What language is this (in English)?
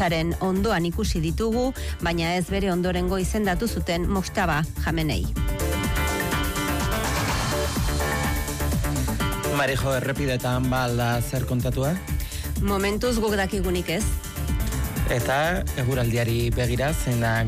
Basque